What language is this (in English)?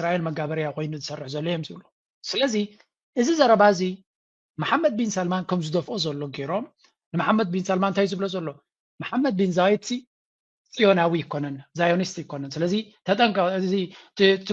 Tigrinya